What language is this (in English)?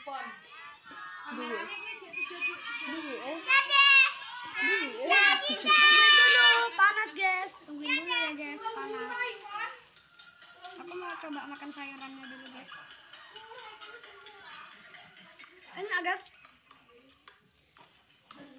Indonesian